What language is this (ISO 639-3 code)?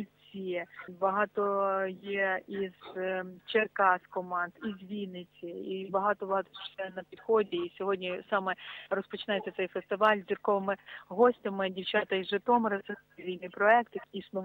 ukr